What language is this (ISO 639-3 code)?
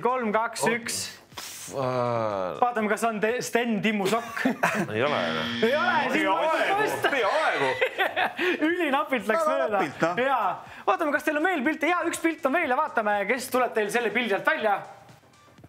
est